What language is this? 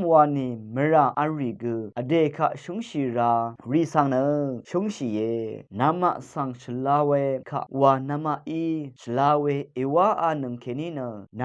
Rawang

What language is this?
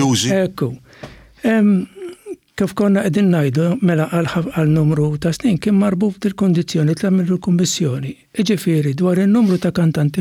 Maltese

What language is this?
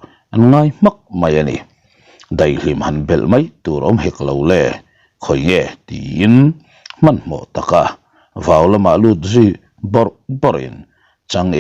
Mizo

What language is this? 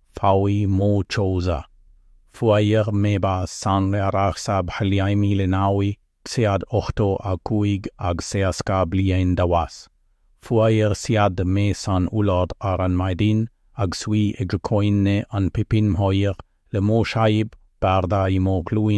Irish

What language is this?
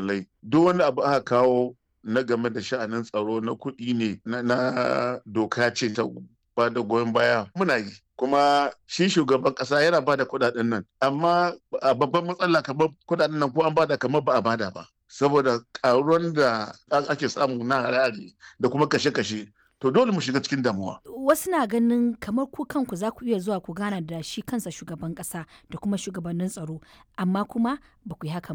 Hausa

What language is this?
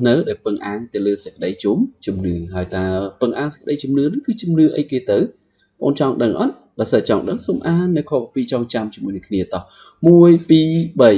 Khmer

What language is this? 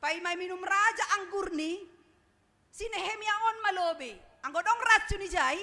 Batak Simalungun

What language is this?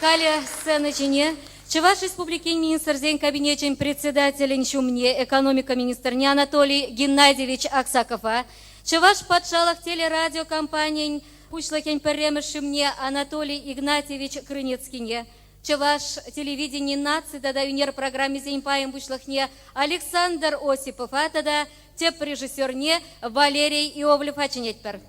Chuvash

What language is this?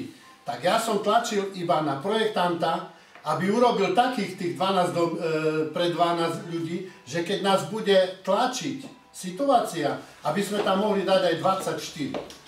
Slovak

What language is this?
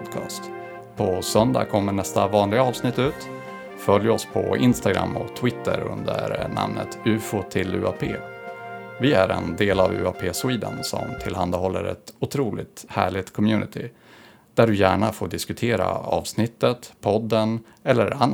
Swedish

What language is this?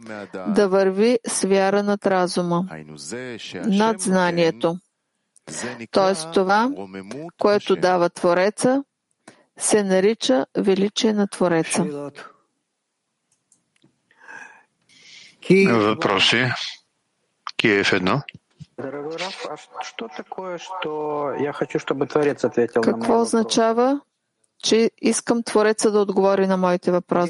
Bulgarian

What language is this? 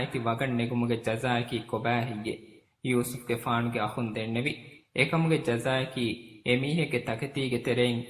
Divehi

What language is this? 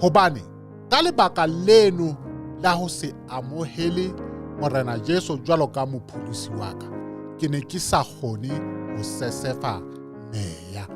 Southern Sotho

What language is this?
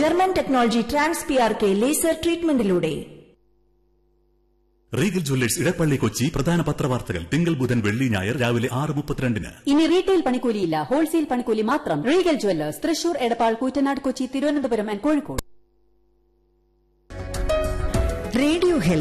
Malayalam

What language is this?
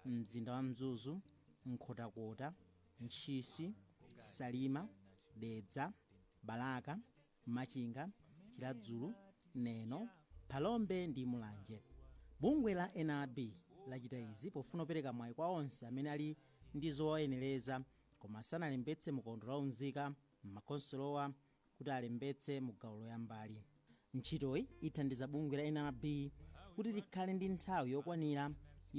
Nyanja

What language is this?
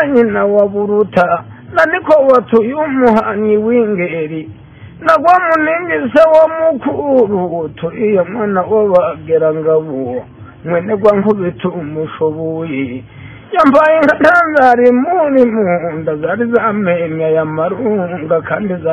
Kinyarwanda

